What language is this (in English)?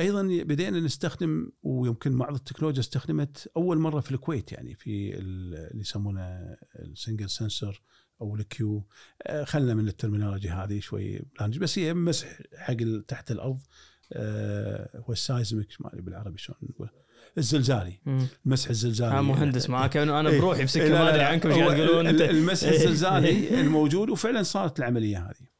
Gulf Arabic